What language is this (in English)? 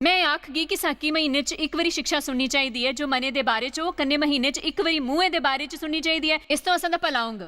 Dogri